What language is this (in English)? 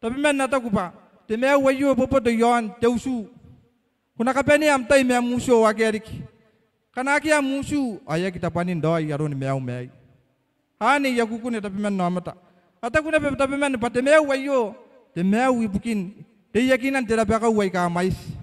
Gilbertese